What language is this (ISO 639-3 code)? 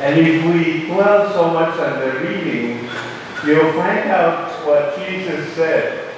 pon